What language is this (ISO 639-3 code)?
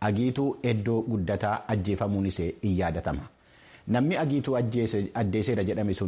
orm